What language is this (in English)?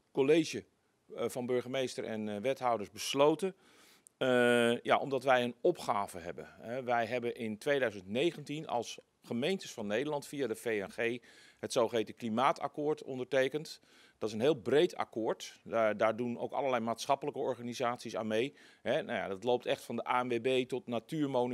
Dutch